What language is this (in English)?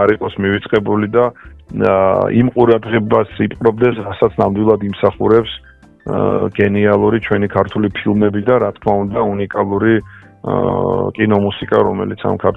Georgian